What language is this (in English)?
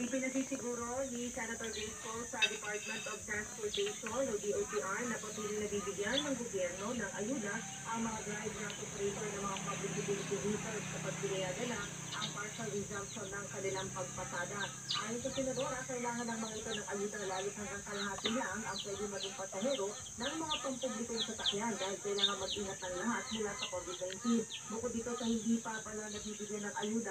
Filipino